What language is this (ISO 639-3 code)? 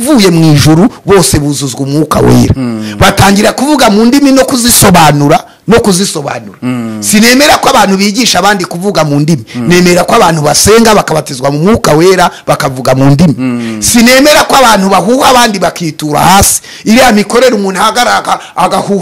kin